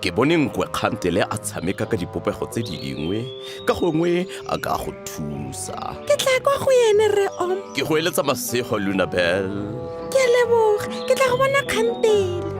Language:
Tswana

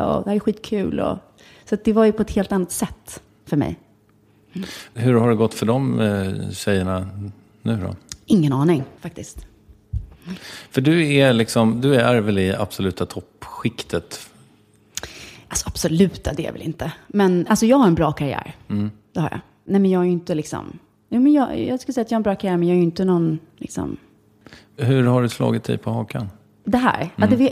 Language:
Swedish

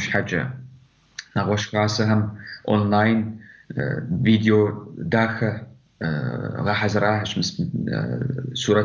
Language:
Kabardian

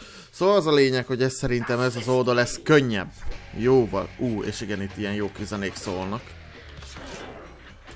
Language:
Hungarian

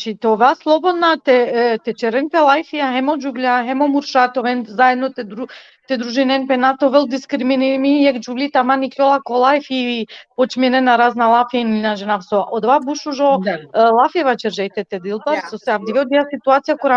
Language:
Balkan Romani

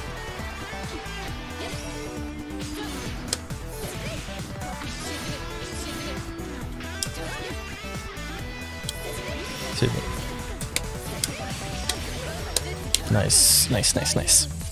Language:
French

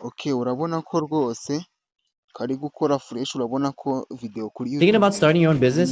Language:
Kinyarwanda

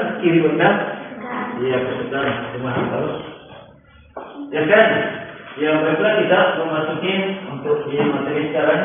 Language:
Indonesian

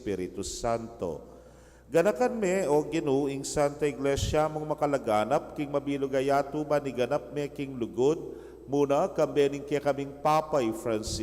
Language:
Pampanga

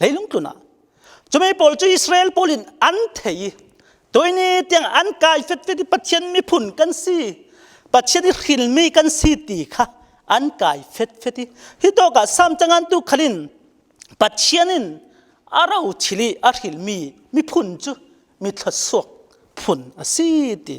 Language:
Falam Chin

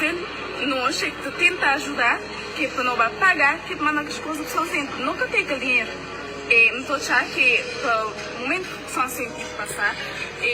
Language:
Kabuverdianu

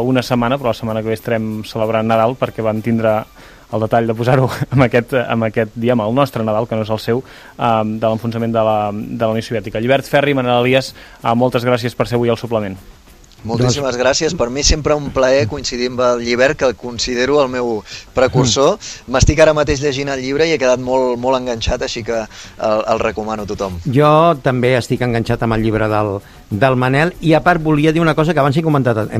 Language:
Catalan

